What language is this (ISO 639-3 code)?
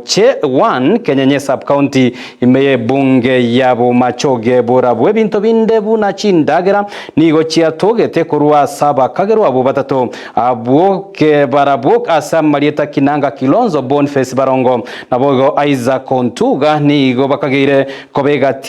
guz